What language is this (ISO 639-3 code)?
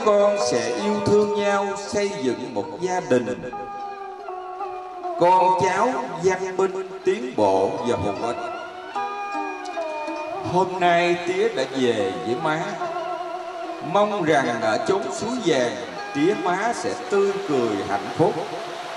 vie